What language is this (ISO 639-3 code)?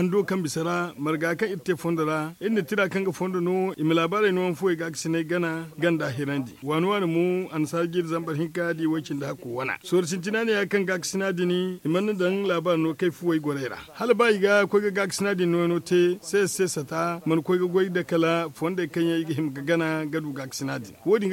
dje